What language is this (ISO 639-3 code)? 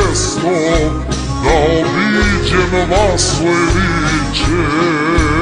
srp